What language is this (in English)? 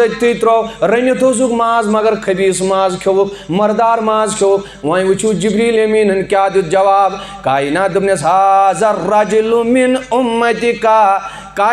Kashmiri